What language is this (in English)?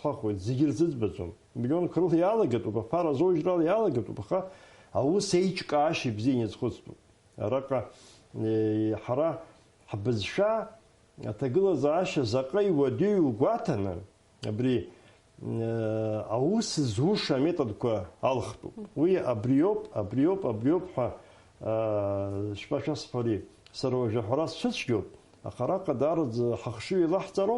Abkhazian